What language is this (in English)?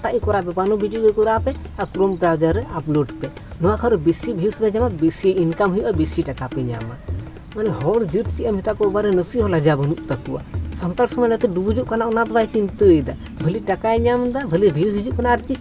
Santali